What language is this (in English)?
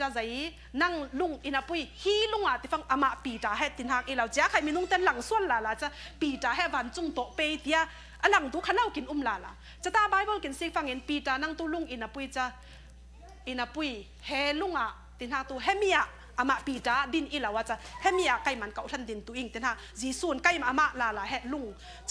Falam Chin